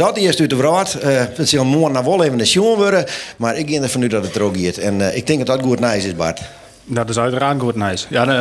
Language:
Western Frisian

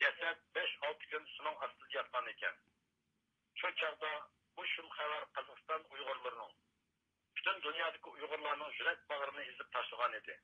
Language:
Uyghur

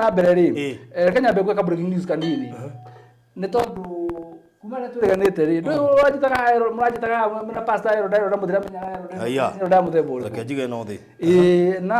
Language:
Kikuyu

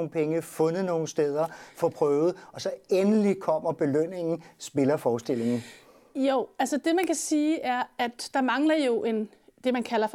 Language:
Danish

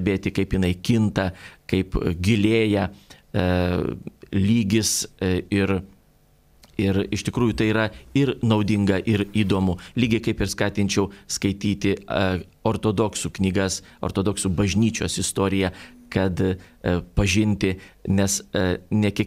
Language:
Lithuanian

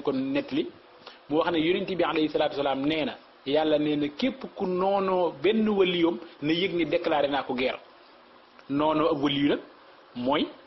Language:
Wolof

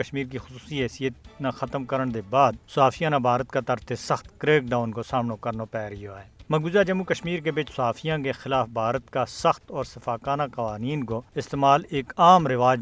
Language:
Gujari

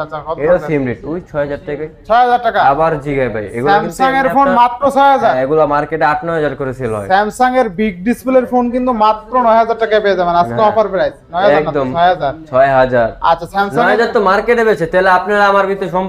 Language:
Bangla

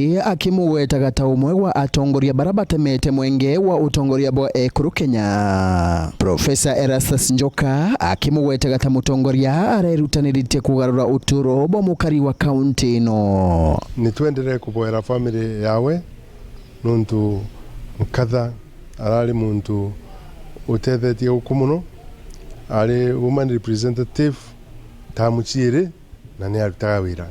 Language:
Meru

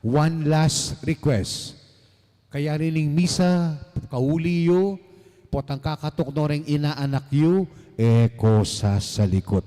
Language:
Pampanga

